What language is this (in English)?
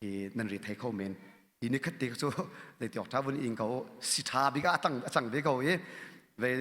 Hakha Chin